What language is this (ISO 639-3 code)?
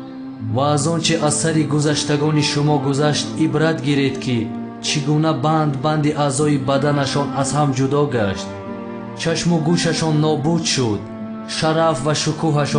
tgk